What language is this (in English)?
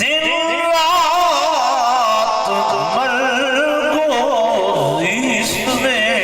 Saraiki